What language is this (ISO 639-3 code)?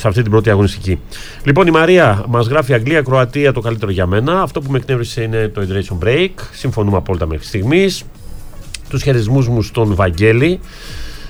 ell